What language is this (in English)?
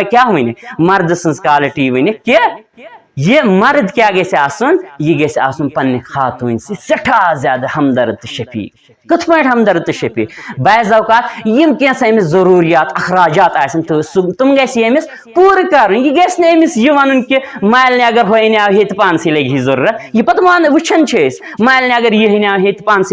Kashmiri